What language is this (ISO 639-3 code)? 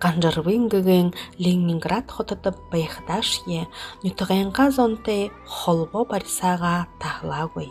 bua